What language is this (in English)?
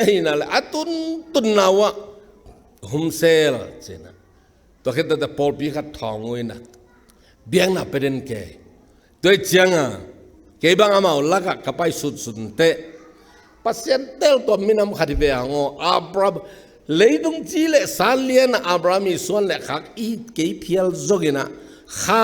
Tedim Chin